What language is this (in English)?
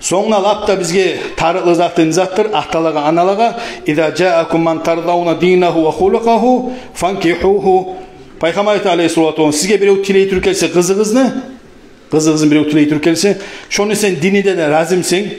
Kumyk